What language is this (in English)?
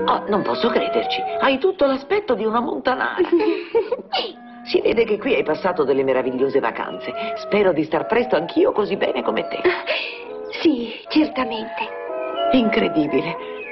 Italian